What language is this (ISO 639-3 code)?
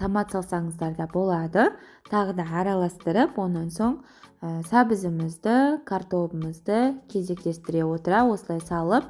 kaz